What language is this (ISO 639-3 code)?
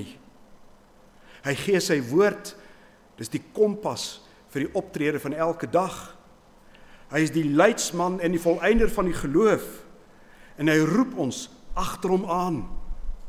afr